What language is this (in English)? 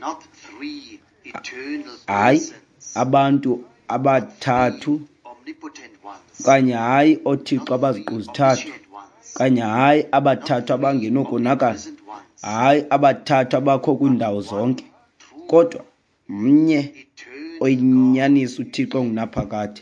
Xhosa